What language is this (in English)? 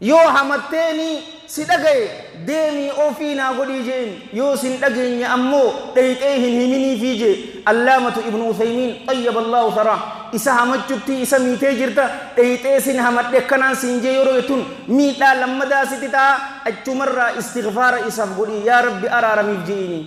Oromo